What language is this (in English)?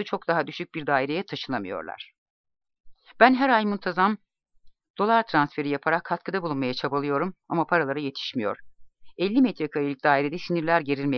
Turkish